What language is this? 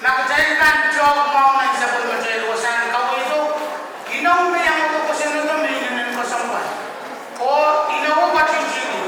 Pohnpeian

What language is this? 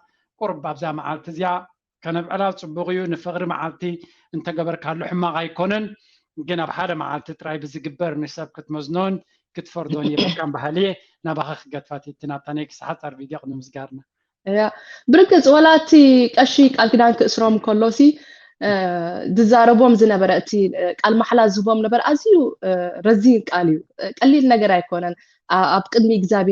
Tigrinya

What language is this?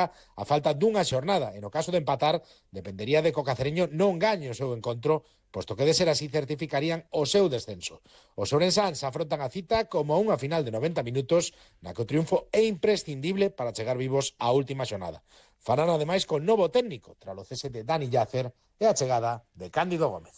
Galician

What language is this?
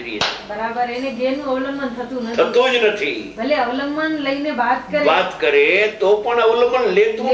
Gujarati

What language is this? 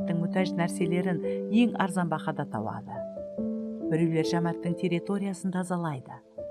Kara-Kalpak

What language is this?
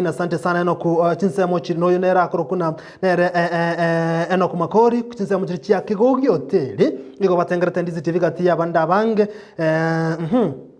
Gusii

